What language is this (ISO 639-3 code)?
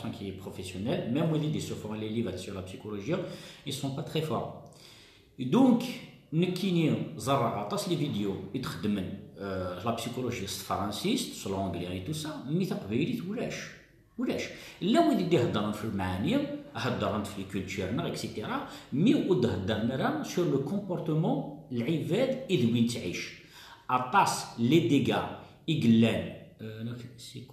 kab